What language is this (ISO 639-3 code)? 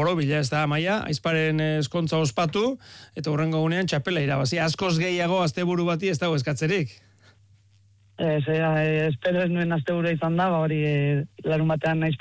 eus